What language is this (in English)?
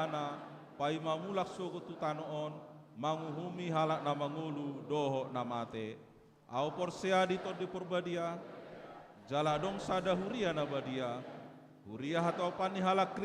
Batak Toba